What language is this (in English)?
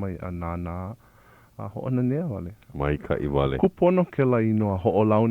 Hawaiian